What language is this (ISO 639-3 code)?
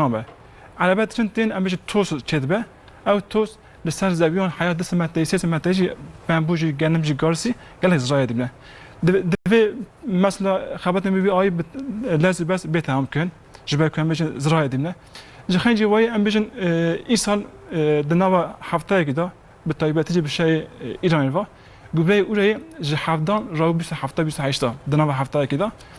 kur